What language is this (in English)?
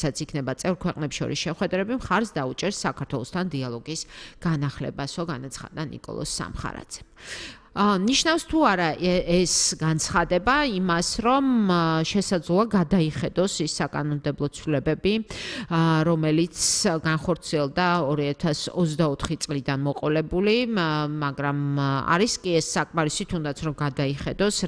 Georgian